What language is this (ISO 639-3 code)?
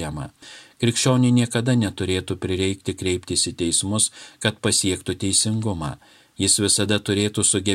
lit